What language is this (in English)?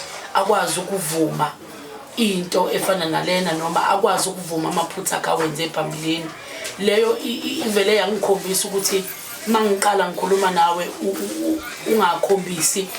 Zulu